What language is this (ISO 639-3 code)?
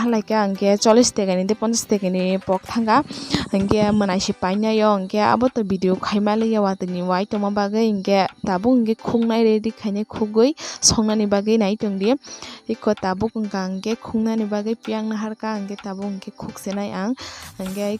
trp